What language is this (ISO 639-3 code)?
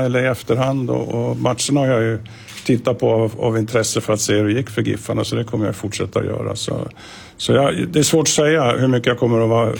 swe